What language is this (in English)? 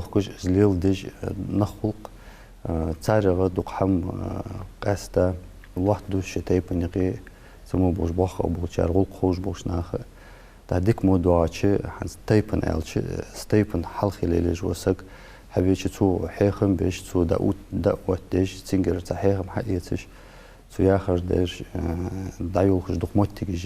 Ingush